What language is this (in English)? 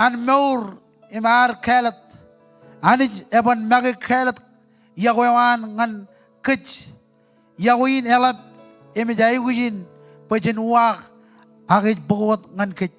Marshallese